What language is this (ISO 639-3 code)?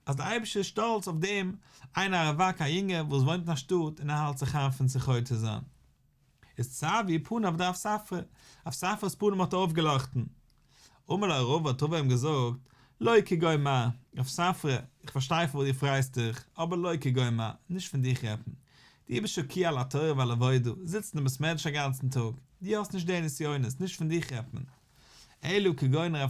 yid